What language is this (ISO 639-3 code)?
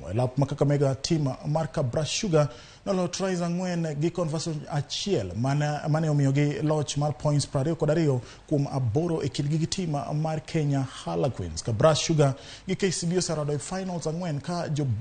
luo